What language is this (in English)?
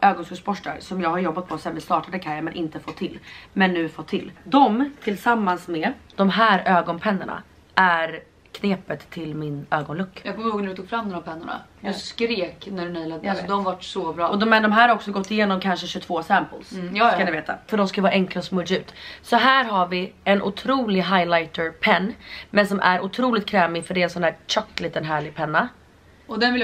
Swedish